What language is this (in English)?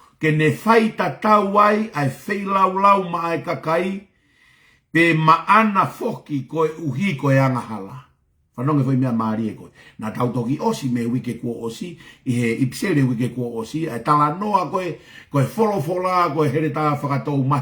Tongan